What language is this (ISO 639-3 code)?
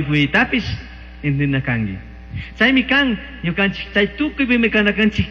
qug